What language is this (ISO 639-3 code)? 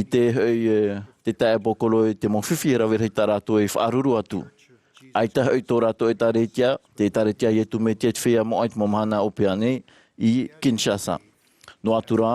tah